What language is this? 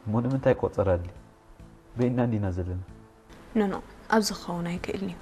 Tigrinya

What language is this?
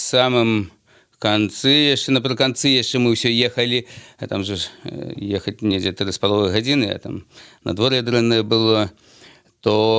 Belarusian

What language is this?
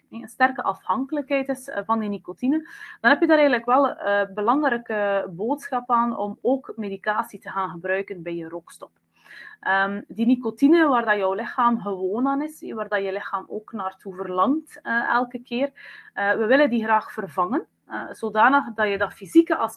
Dutch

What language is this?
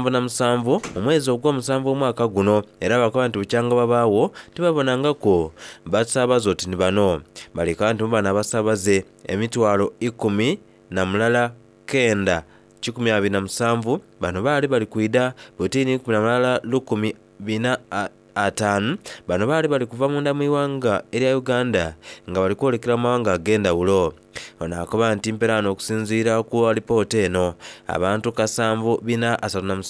Soga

